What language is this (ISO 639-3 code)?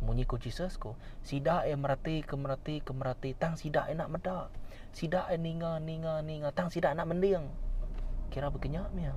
iba